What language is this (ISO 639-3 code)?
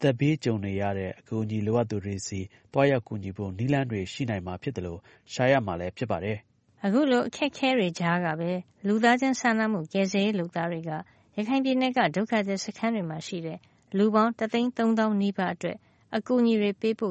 mya